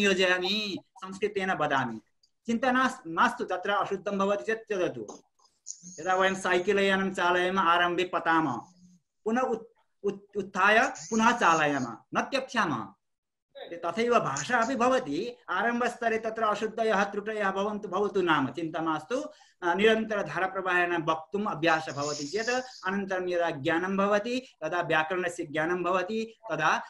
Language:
Sanskrit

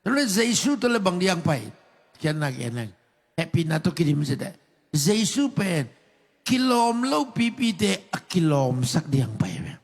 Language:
Tedim Chin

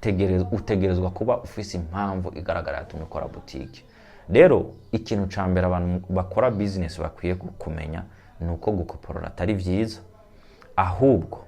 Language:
Rundi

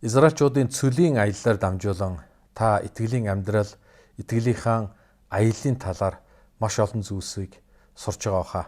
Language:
Mongolian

